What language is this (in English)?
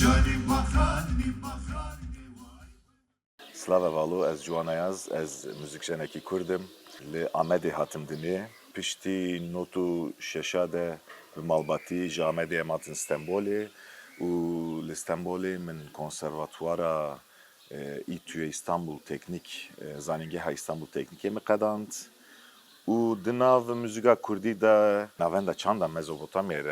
Kurdish